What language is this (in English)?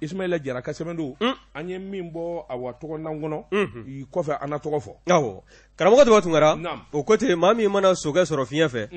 Bambara